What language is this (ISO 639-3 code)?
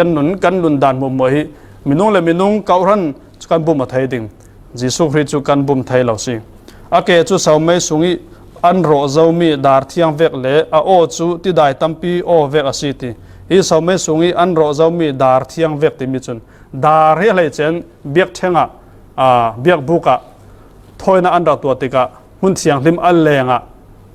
cfm